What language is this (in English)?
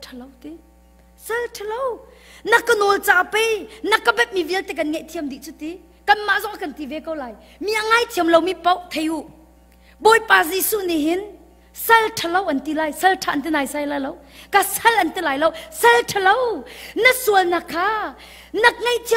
Hakha Chin